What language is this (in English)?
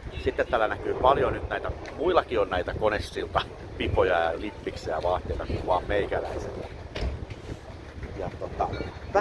Finnish